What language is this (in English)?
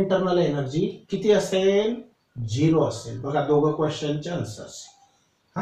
Marathi